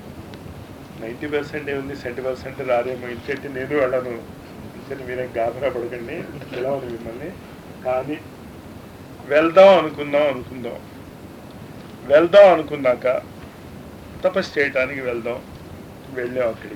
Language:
Telugu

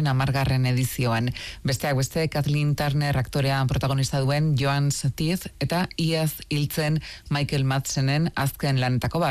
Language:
Basque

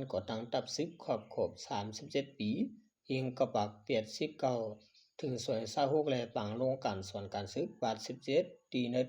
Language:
Shan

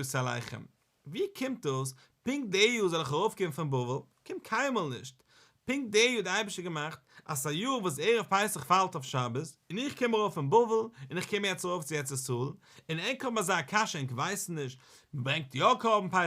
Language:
Yiddish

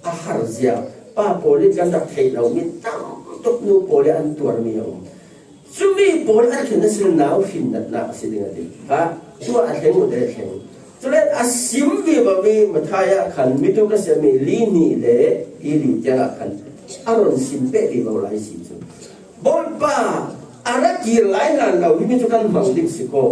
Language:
Falam Chin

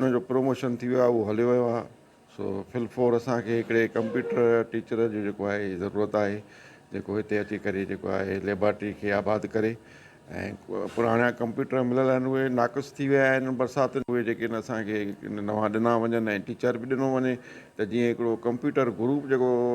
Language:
Sindhi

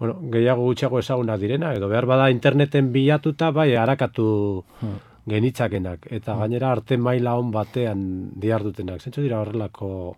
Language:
Basque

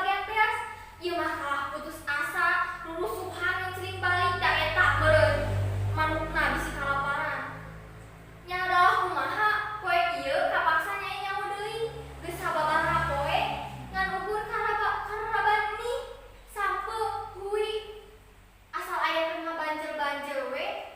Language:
Sundanese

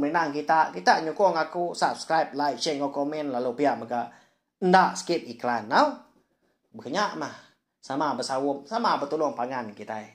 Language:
Iban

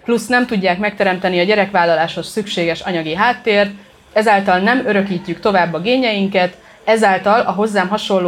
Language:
Hungarian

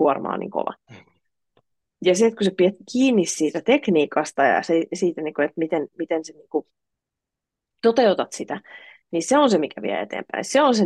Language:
Finnish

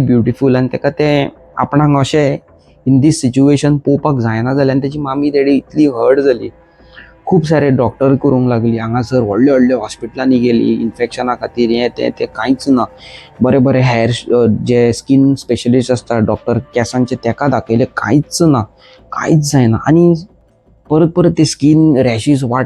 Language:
Konkani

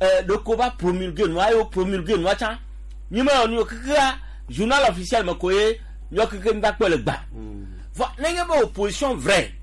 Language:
Gen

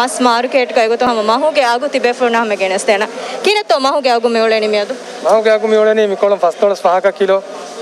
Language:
Divehi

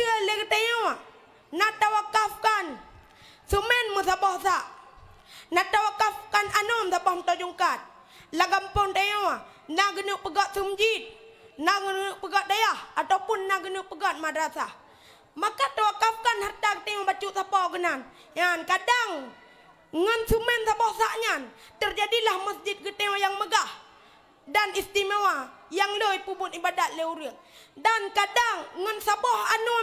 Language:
Achinese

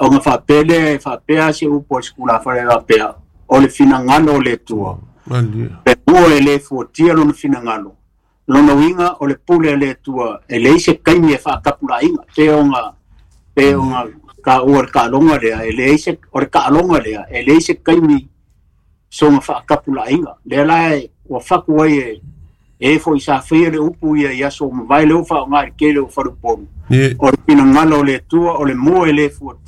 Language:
Samoan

